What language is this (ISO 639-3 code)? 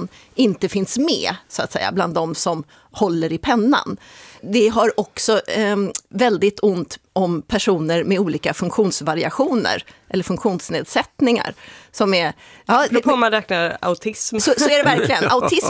swe